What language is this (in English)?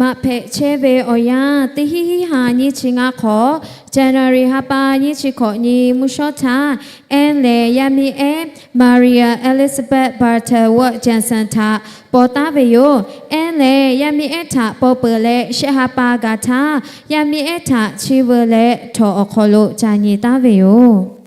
Lahu